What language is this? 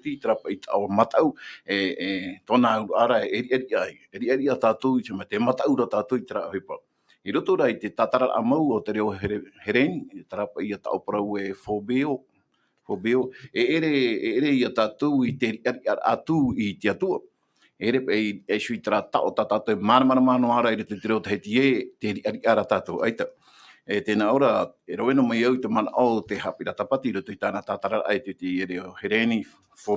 Tahitian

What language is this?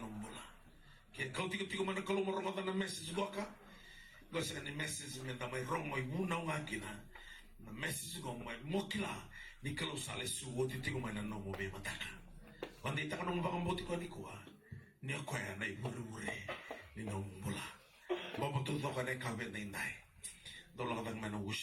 Fijian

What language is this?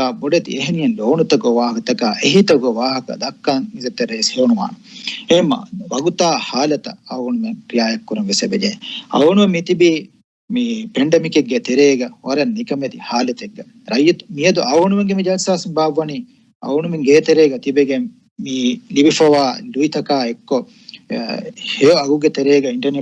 Divehi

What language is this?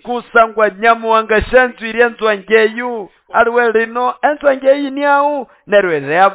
Nande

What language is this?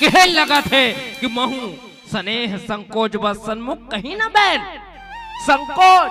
Chhattisgarhi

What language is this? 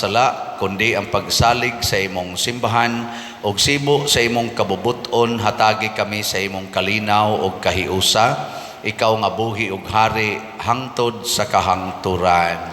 Cebuano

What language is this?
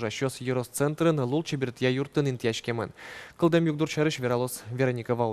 Udmurt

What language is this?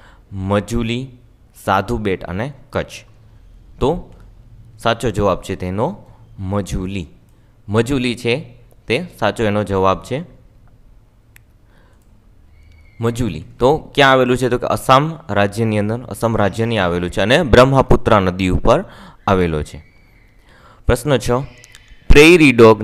Gujarati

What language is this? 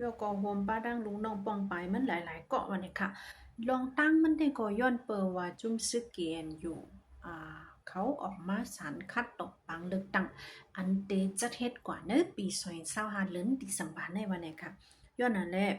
Shan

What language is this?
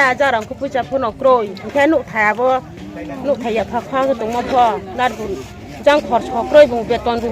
Riang (India)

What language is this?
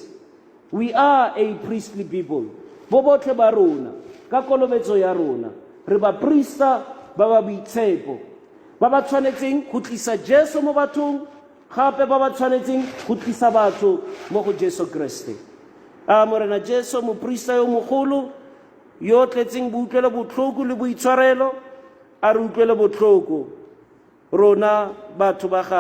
Tswana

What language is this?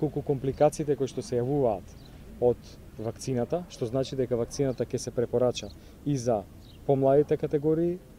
Macedonian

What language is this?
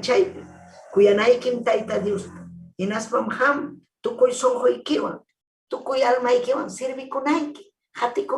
Ayacucho Quechua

